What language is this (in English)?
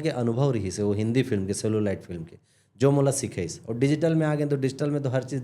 Chhattisgarhi